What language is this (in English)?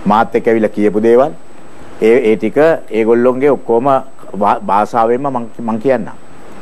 Sinhala